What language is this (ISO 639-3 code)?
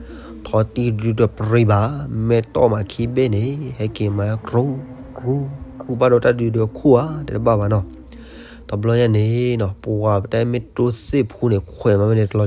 ksw